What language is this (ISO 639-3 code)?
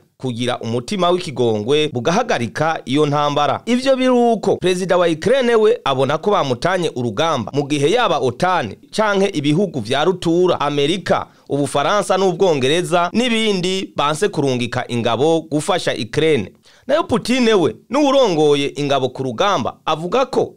run